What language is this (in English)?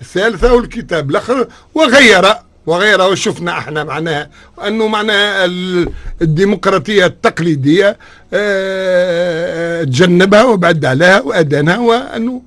Tunisian Arabic